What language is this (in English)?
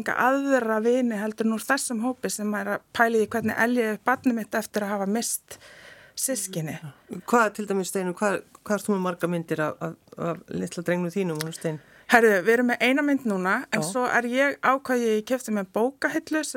Icelandic